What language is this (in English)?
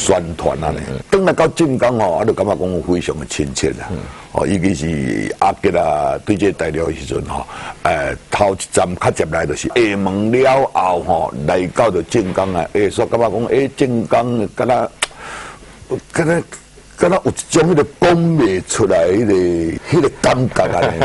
Min Nan Chinese